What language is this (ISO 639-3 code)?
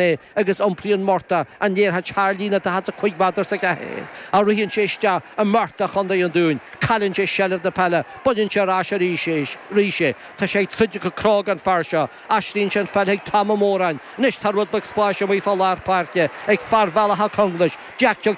gle